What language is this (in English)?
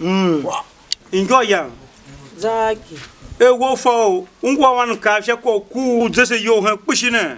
Tiv